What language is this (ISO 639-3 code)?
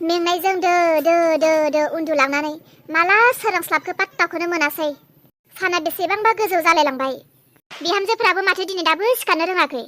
brx